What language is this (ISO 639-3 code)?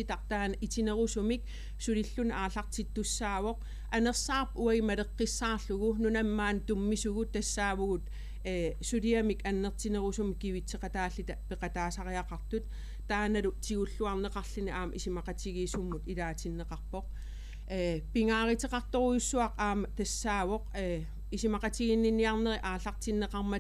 kal